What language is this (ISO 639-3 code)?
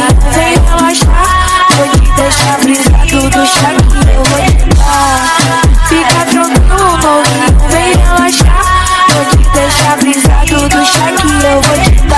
por